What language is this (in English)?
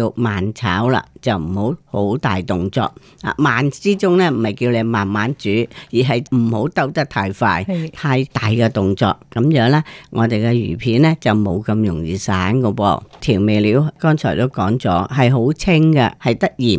Cantonese